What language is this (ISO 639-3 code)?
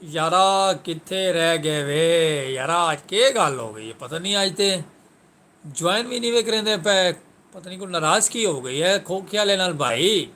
skr